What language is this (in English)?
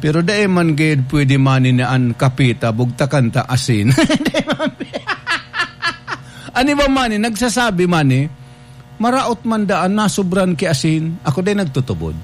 Bikol